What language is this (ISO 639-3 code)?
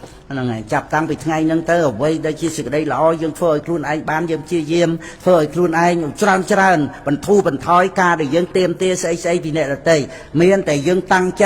khm